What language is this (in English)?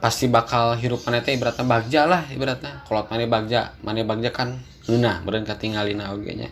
Sundanese